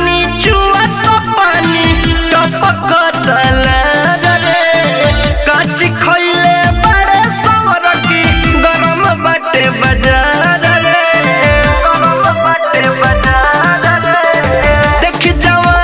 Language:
Bhojpuri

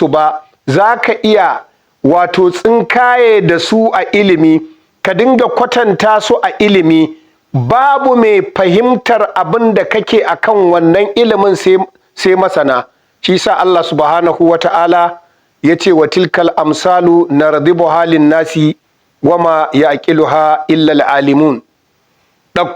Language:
Hausa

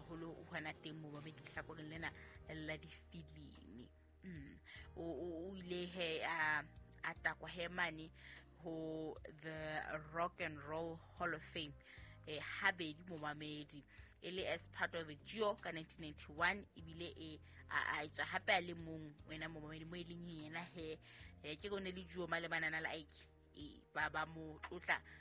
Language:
Southern Sotho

